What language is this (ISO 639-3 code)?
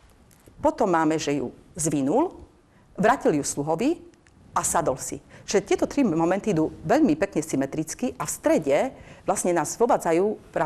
slk